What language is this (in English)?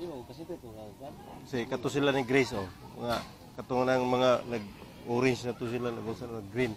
Cebuano